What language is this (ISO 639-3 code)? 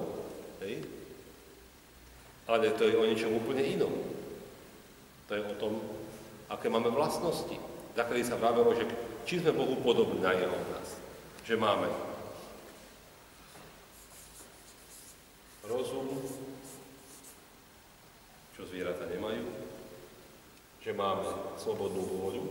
slk